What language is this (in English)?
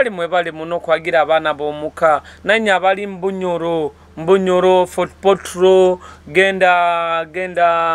Nyoro